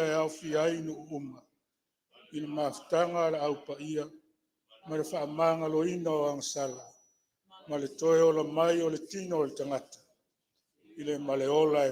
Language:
Samoan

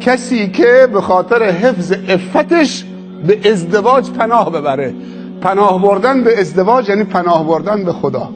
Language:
Persian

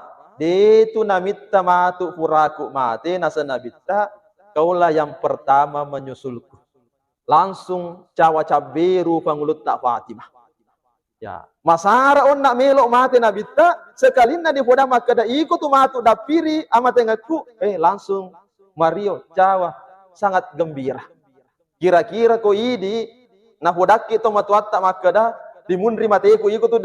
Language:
Buginese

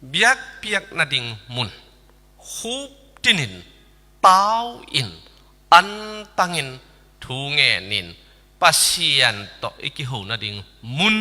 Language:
Tedim Chin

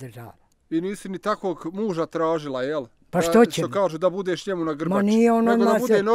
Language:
Bosnian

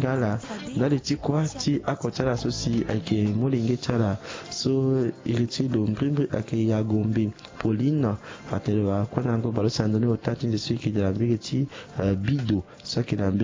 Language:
Sango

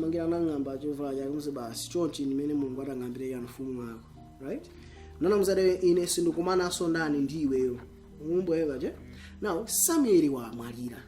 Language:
Nyanja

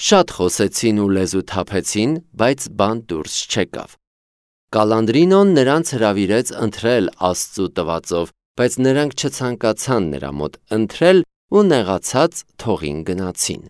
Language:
Armenian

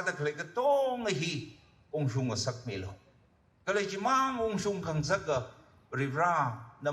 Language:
Tangkhul Naga (India)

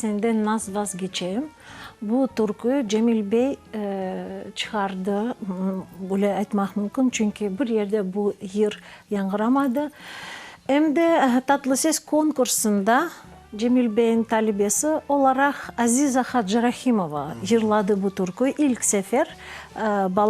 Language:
Crimean Tatar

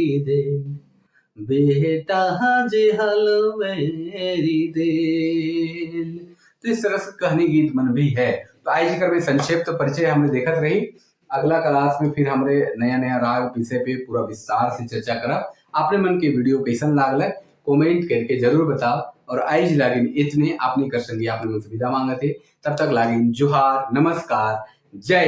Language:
Sadri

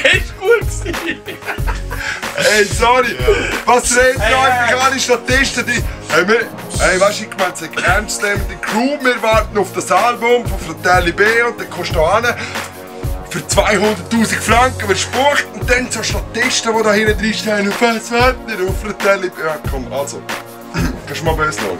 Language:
Swiss German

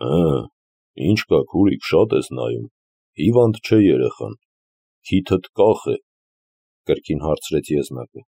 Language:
Armenian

